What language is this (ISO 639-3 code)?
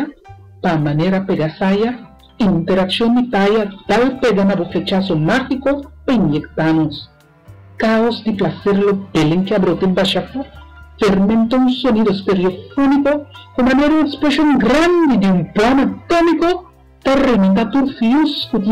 pap